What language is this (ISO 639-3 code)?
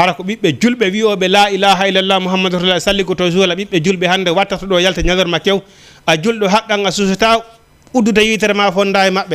ful